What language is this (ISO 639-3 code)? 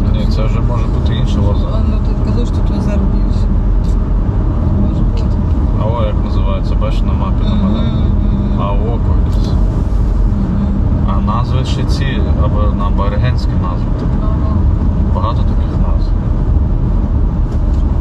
ukr